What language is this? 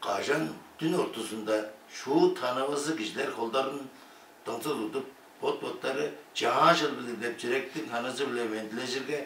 Tuvinian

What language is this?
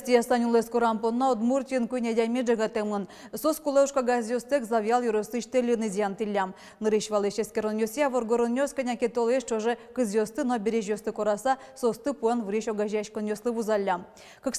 Udmurt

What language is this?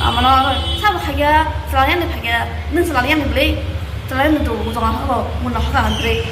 Kok Borok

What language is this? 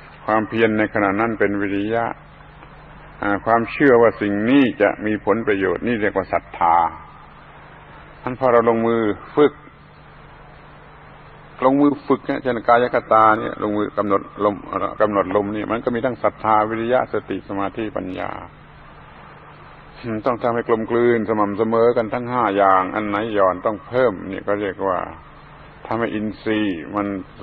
Thai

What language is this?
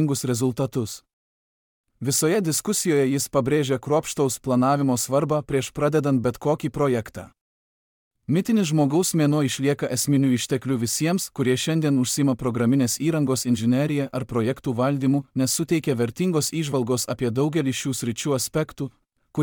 Lithuanian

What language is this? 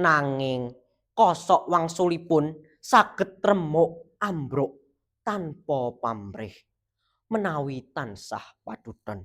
Javanese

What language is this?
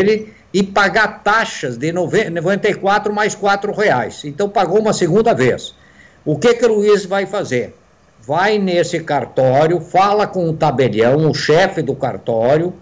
Portuguese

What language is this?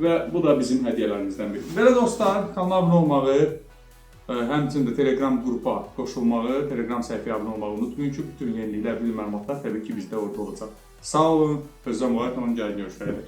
Azerbaijani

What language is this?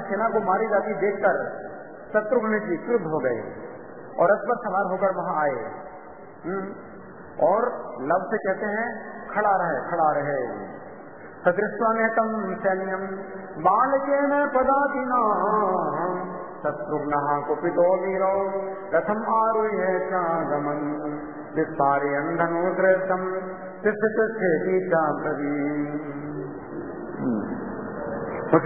Hindi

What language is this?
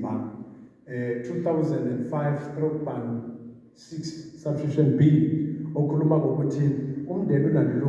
Zulu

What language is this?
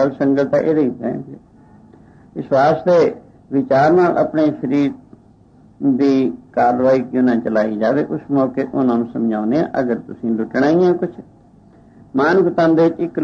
Punjabi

